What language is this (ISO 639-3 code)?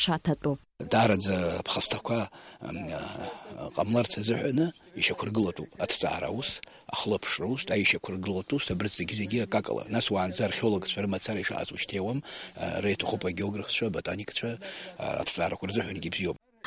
abk